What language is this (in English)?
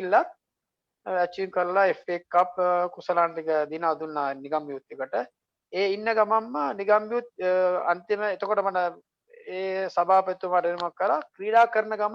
Sinhala